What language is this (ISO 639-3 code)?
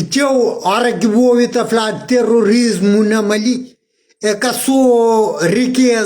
kea